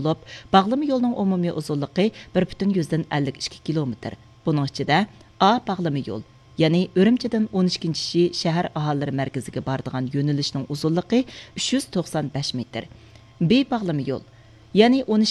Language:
Uyghur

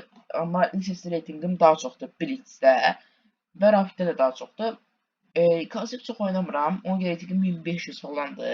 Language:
Azerbaijani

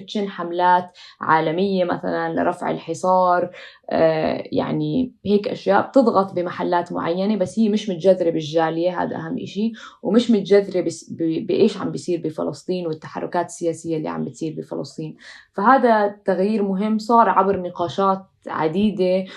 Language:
North Levantine Arabic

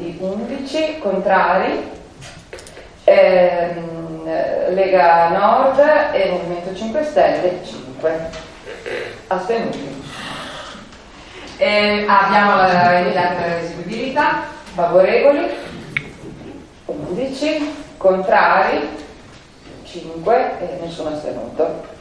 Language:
Italian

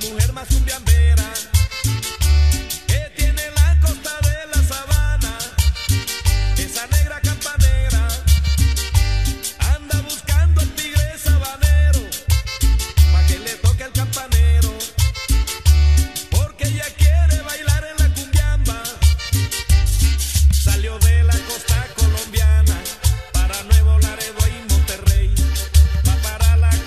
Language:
Spanish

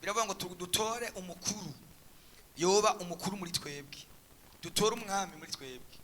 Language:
Rundi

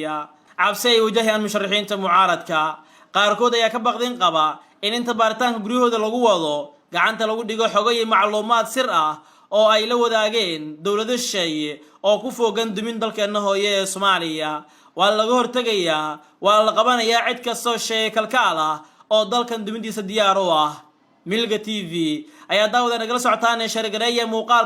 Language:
Somali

